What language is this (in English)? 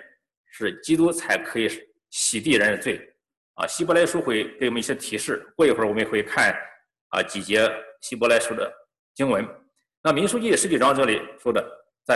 Chinese